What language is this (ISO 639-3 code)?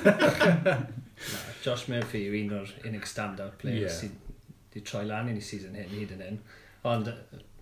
cym